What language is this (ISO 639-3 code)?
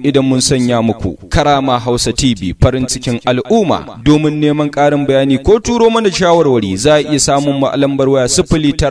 hau